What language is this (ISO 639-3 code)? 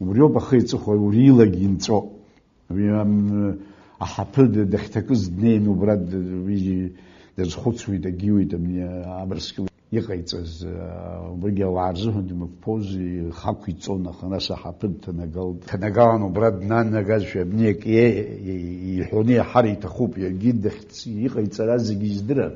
abk